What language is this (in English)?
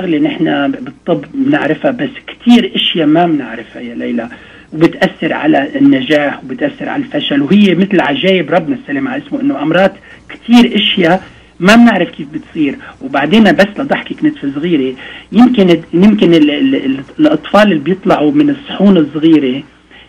North Levantine Arabic